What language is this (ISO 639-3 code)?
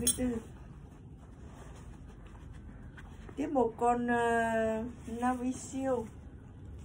vie